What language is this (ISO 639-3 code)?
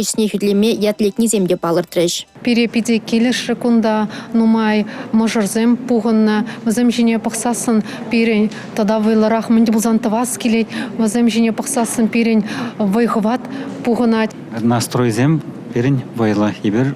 chv